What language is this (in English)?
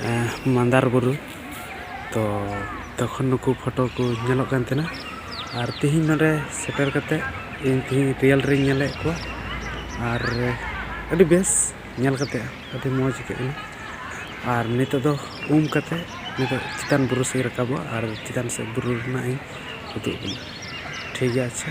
Santali